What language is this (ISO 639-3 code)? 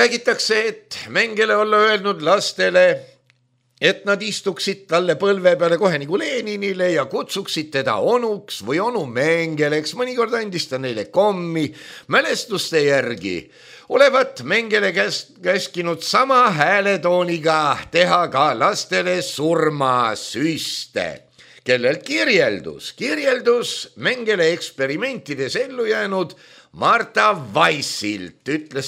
est